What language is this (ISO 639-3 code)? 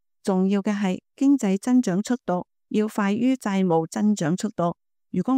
yue